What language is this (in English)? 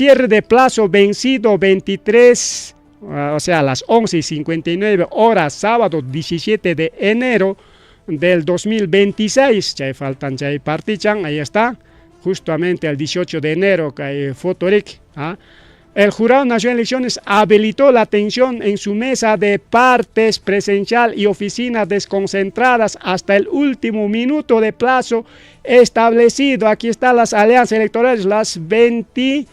Ayacucho Quechua